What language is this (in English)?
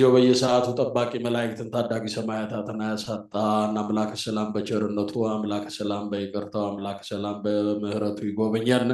Amharic